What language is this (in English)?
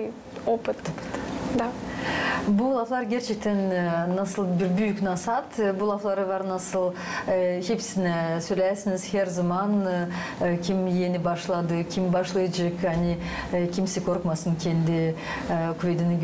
Gagauz